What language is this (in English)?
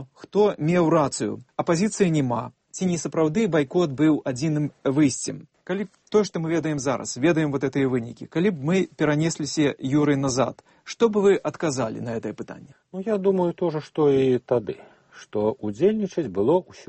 Belarusian